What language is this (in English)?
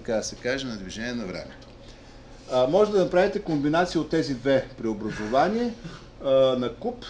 Bulgarian